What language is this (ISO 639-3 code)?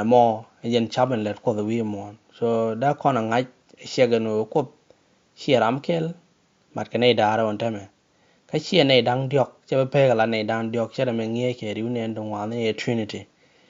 nus